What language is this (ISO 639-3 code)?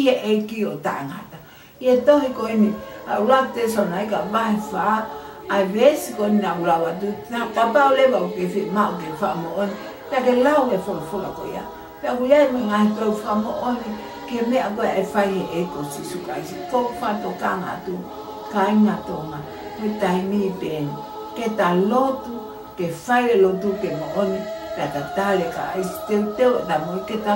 ton